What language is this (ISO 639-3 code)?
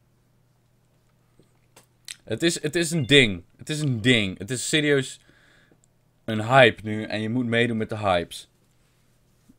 nld